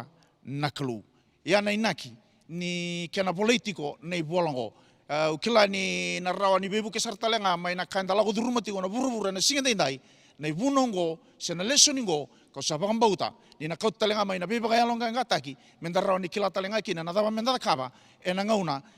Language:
Fijian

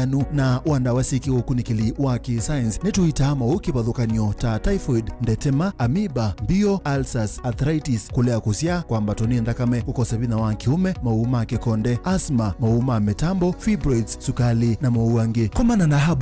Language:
Kamba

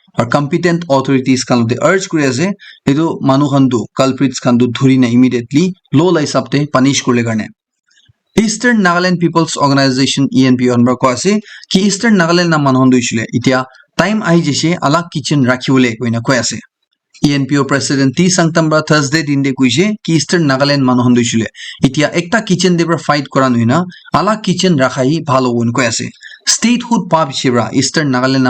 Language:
Naga Pidgin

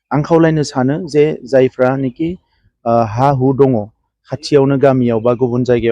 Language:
Bodo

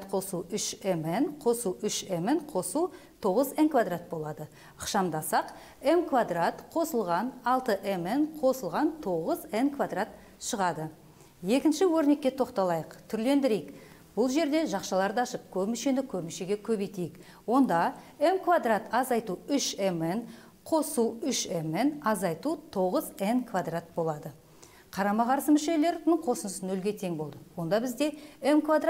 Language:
Kazakh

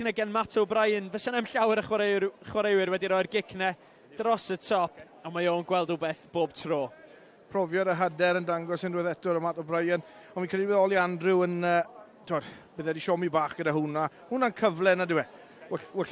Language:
Welsh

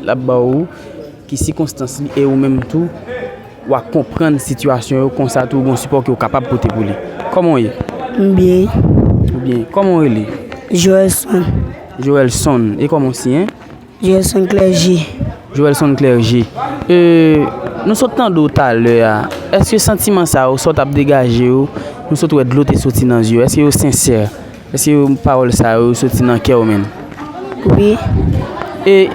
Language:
Haitian Creole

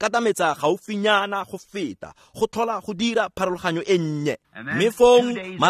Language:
Tswana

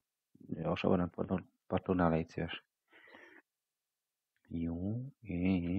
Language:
Hungarian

